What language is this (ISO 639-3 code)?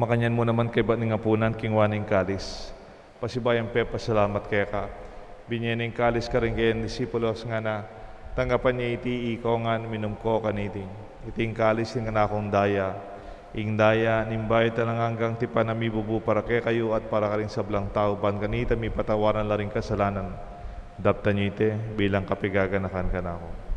pam